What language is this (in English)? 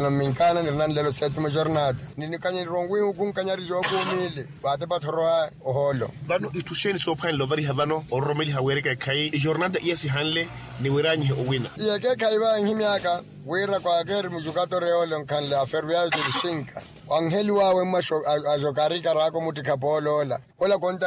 Makhuwa